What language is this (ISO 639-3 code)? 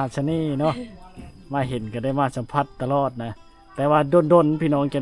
lao